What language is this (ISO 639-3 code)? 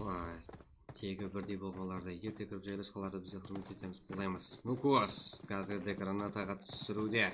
kaa